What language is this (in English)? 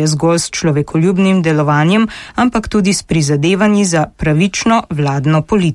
Slovenian